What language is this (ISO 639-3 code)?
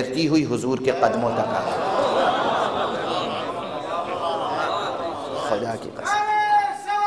urd